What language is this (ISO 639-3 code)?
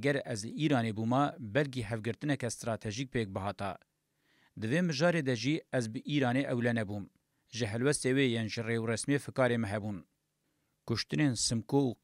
kur